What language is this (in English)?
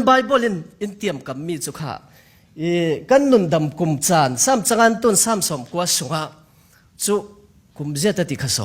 Falam Chin